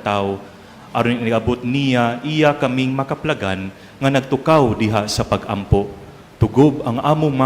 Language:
Cebuano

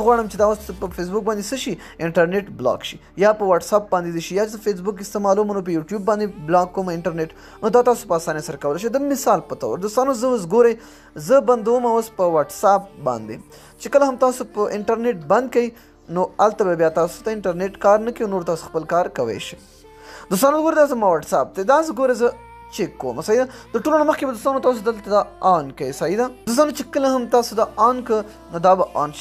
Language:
Pashto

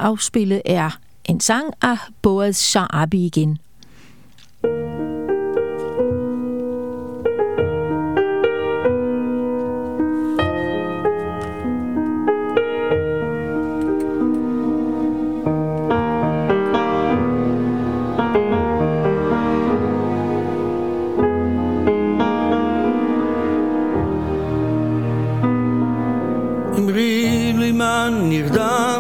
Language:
Danish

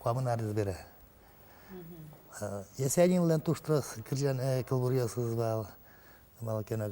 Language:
Udmurt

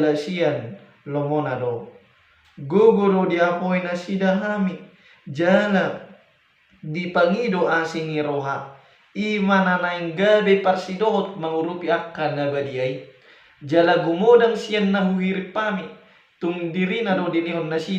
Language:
Batak Toba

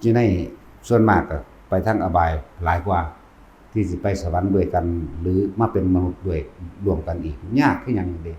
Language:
Northeastern Thai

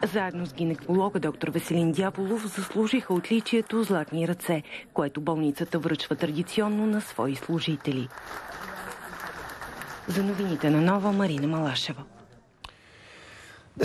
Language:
Bulgarian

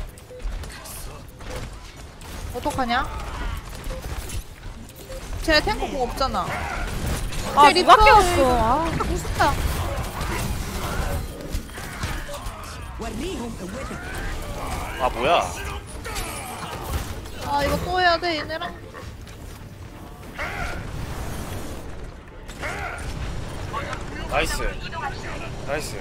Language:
Korean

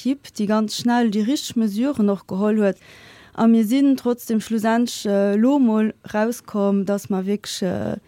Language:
Luxembourgish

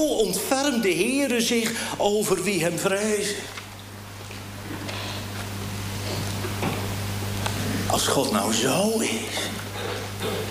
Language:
Dutch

